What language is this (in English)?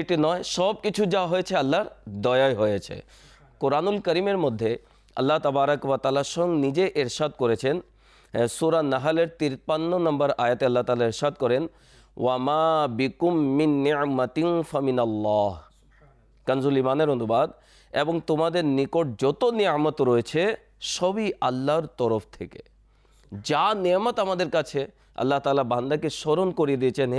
Bangla